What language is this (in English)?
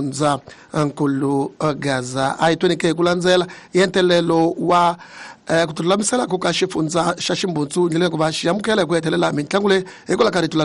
Tsonga